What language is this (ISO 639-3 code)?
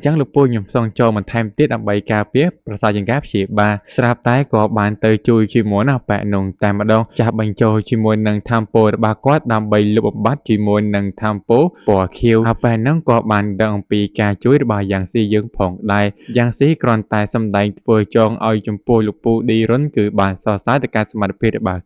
khm